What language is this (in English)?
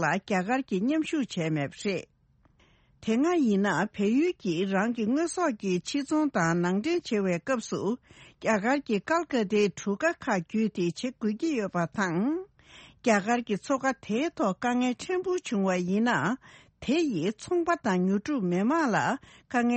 Tibetan